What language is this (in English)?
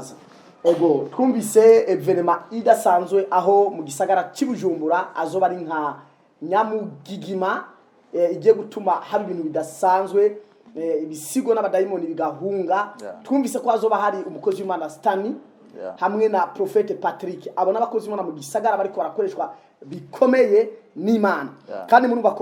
Rundi